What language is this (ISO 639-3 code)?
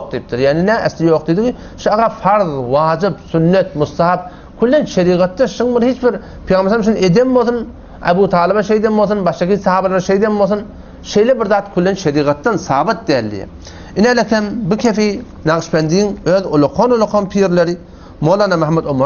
tuk